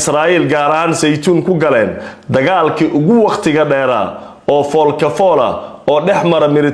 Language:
Somali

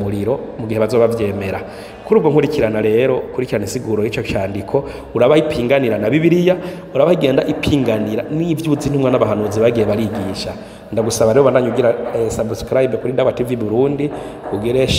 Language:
Rundi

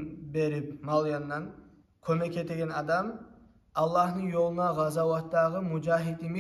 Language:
Kumyk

